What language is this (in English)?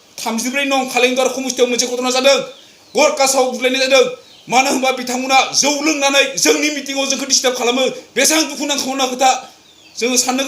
Bodo